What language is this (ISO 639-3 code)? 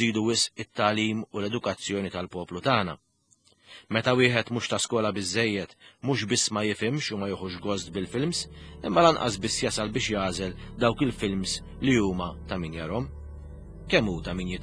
mlt